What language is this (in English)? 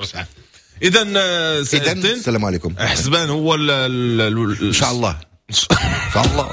Moroccan Arabic